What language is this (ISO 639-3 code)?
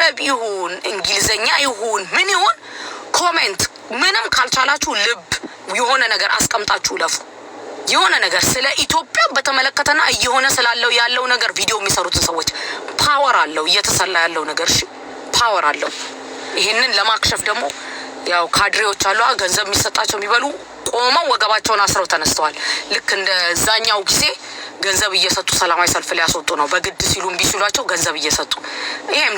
amh